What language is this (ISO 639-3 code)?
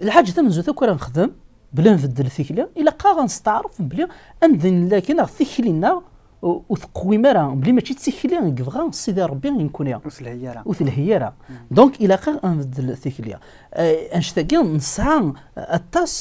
kab